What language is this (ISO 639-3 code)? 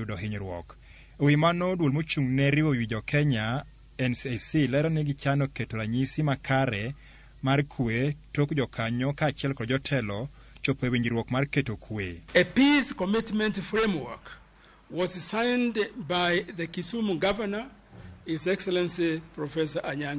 luo